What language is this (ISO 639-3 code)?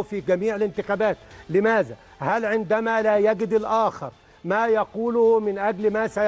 arz